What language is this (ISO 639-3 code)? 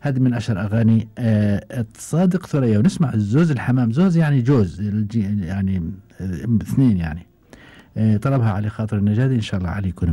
afb